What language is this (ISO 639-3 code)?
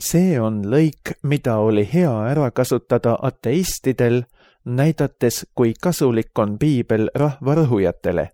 est